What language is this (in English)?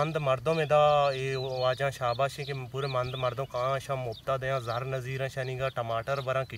Baluchi